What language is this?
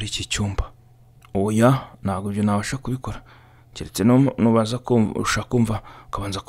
Kinyarwanda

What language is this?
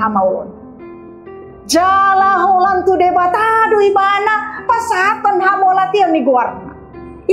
Batak Toba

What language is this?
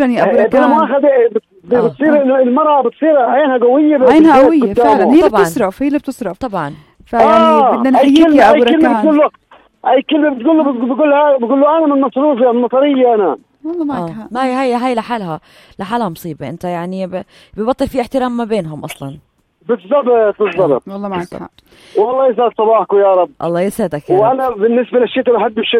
North Levantine Arabic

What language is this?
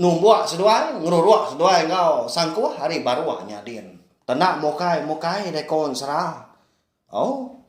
Iban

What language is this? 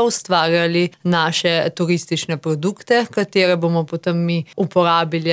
Slovenian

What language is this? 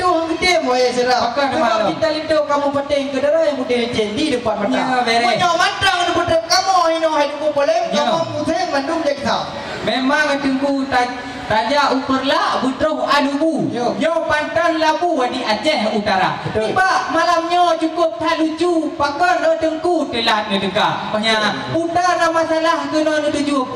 Achinese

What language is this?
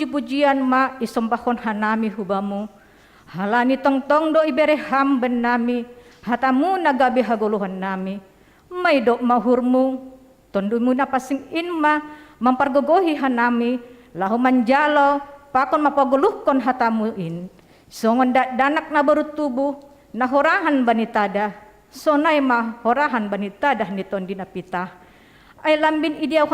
Batak Simalungun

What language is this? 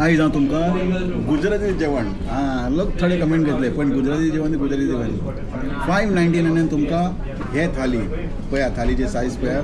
Konkani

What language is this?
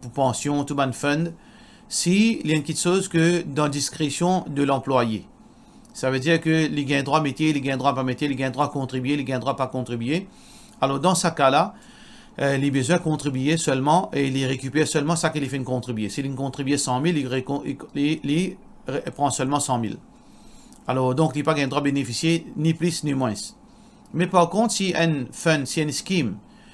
Morisyen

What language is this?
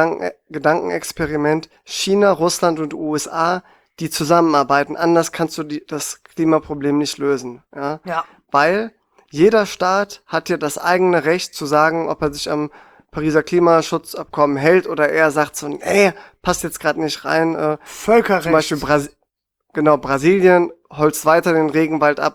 German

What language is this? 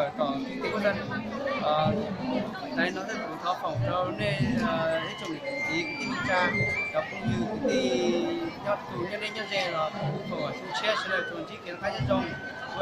Hmong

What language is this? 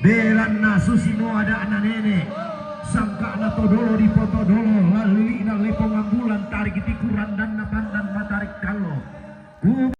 Toraja-Sa'dan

